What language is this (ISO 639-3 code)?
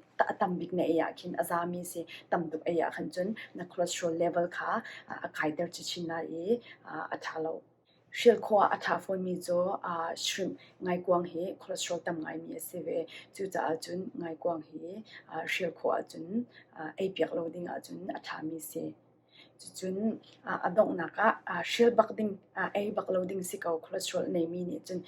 cnh